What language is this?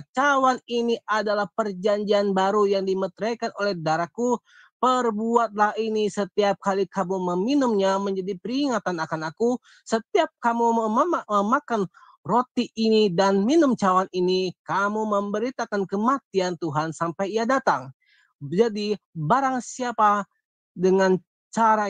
Indonesian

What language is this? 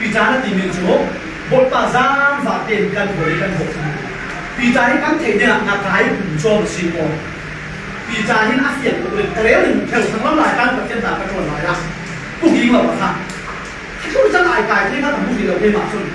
Falam Chin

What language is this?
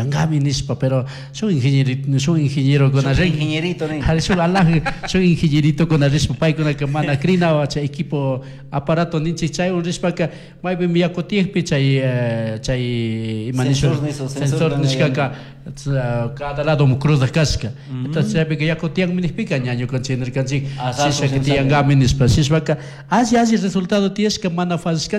Chimborazo Highland Quichua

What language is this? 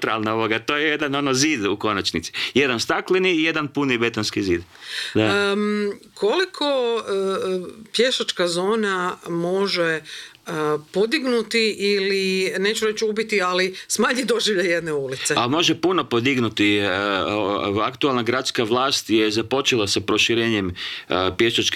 Croatian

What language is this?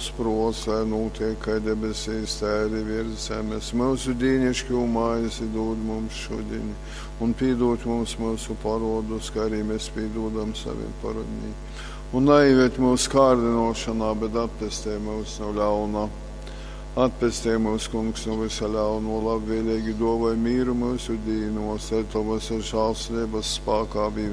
Latgalian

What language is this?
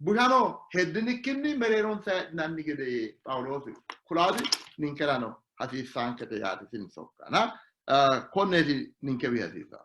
Sidamo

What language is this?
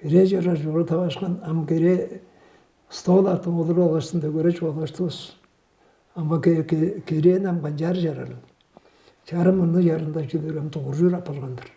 Tuvinian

